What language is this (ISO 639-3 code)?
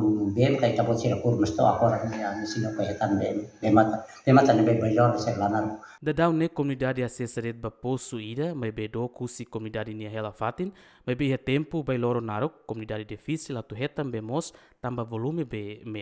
tet